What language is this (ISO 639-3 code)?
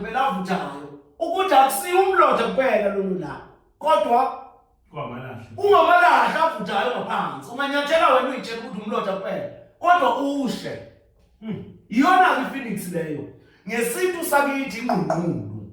zul